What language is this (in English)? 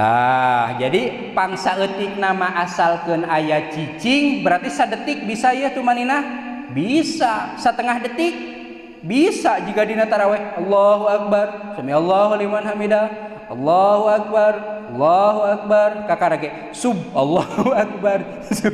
Sundanese